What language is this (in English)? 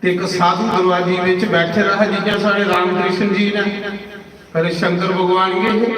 Dogri